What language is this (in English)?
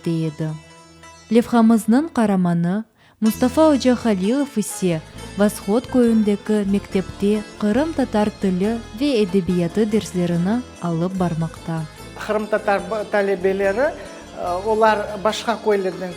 Crimean Tatar